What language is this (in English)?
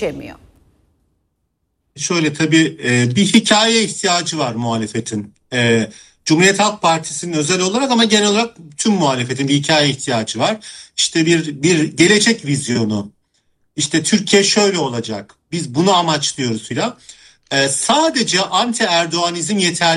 Turkish